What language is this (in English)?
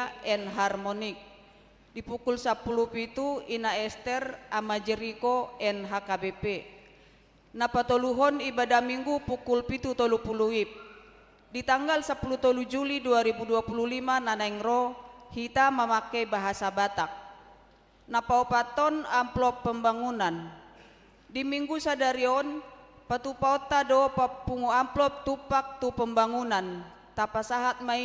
Batak Toba